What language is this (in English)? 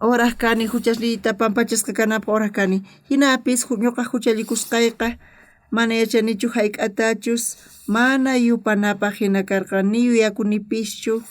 South Bolivian Quechua